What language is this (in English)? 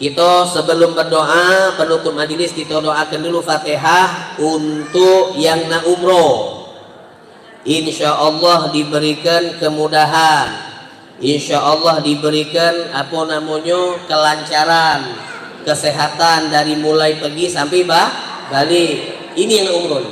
Musi